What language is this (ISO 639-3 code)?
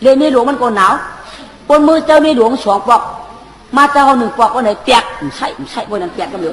shn